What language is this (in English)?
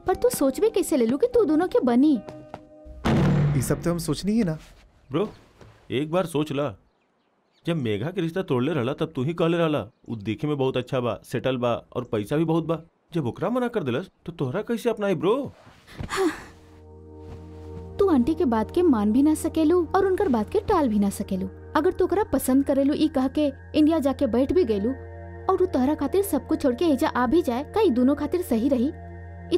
Bhojpuri